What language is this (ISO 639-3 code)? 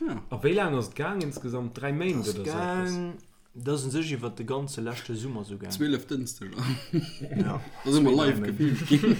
ltz